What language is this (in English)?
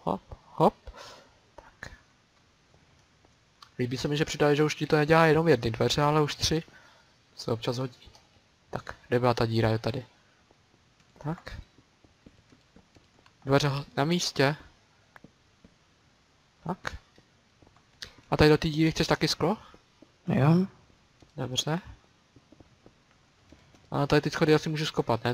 Czech